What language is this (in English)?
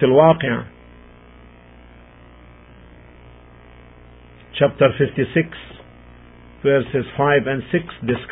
English